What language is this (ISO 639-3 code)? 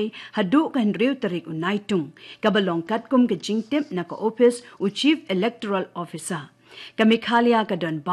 kha